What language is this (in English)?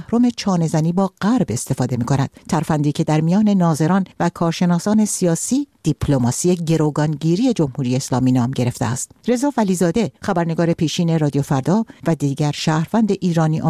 Persian